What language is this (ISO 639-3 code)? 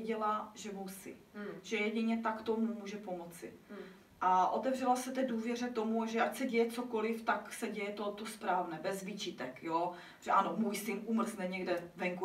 ces